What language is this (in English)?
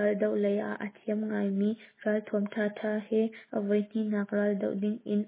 Hakha Chin